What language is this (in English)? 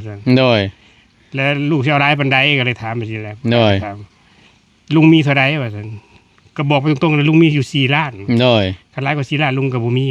Northeastern Thai